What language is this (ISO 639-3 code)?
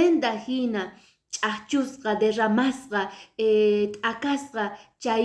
que